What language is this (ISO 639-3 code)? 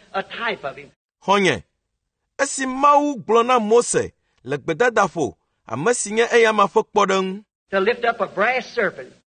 ewe